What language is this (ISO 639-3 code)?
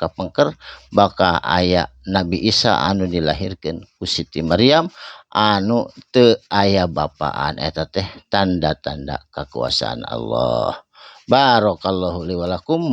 sun